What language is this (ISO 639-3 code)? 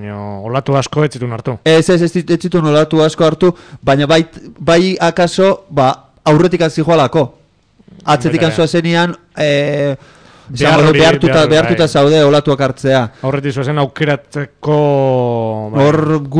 eus